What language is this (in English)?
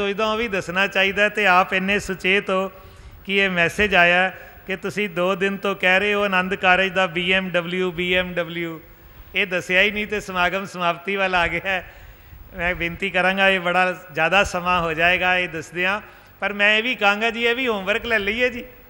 Punjabi